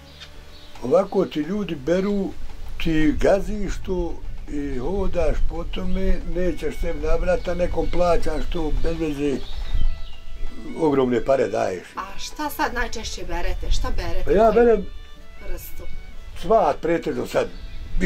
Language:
Bosnian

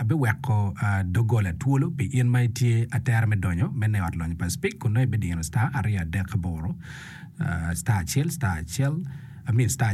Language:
Acoli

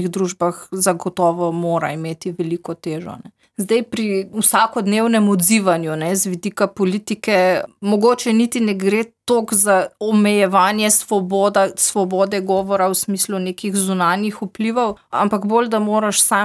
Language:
Slovenian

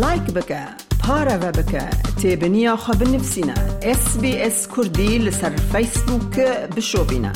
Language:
Kurdish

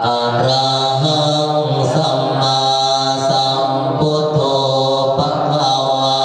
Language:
Pali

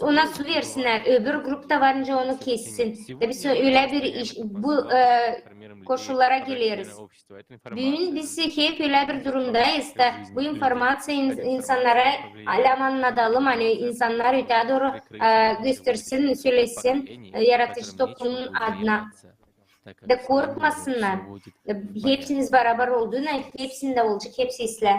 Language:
Gagauz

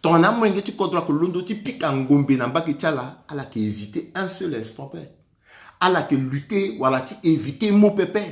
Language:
Sango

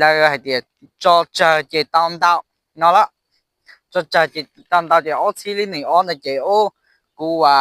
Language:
Hmong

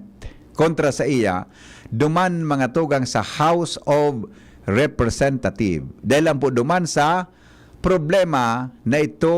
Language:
Bikol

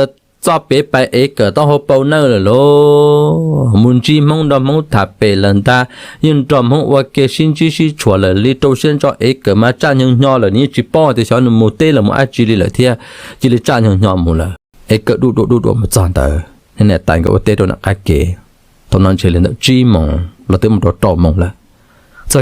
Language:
Hmong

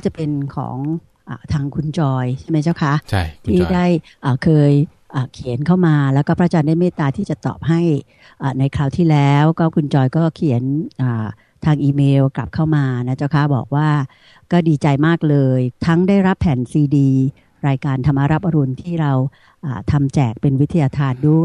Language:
Thai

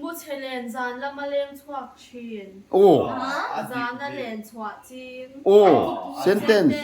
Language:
Mizo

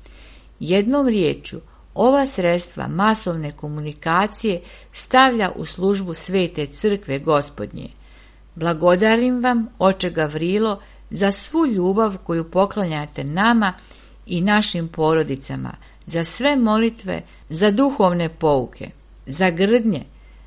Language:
Serbian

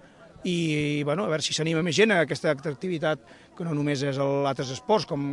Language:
Catalan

